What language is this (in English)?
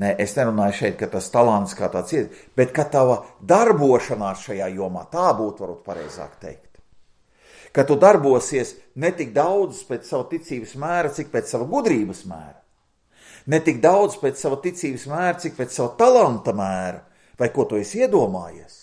Latvian